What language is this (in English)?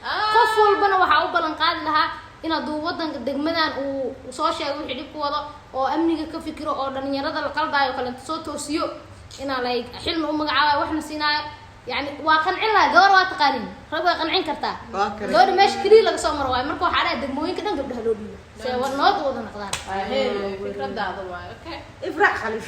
Somali